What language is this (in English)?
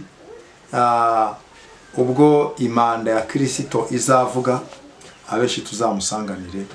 Kinyarwanda